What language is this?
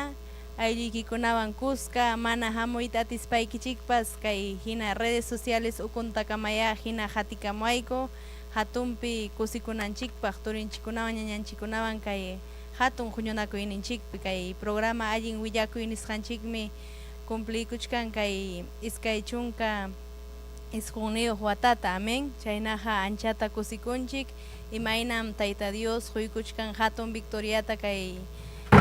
Ayacucho Quechua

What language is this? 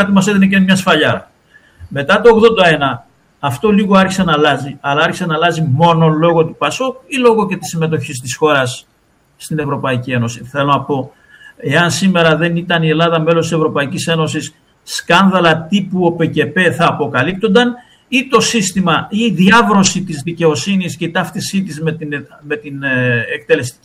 Greek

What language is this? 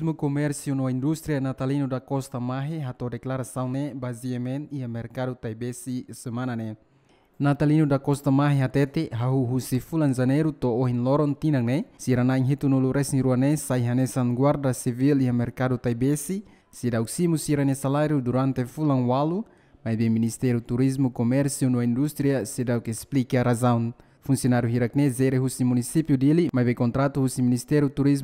Tetum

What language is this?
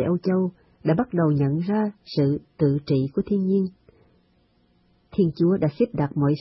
Vietnamese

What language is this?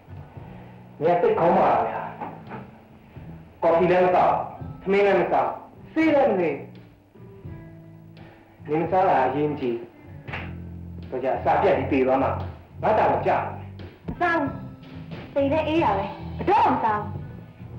Burmese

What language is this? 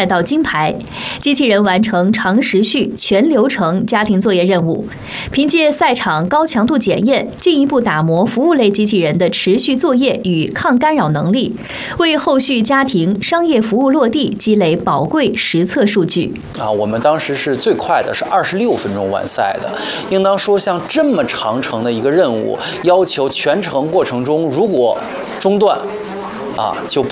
Chinese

